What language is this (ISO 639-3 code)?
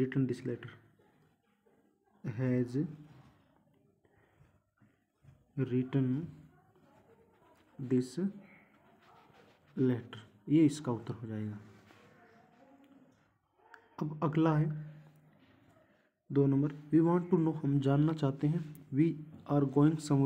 hin